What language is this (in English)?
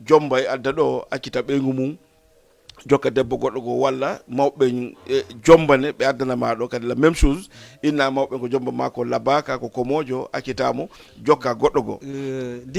Fula